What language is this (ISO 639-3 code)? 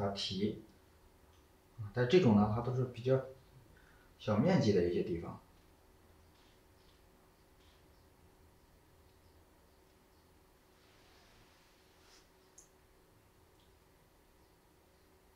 zho